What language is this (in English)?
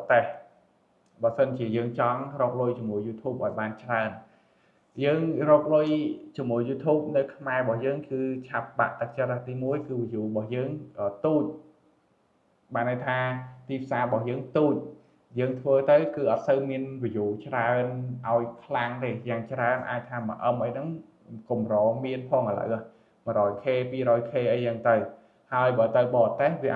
Khmer